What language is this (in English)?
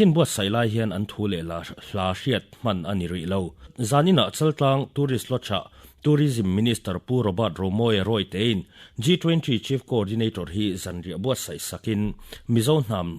Mizo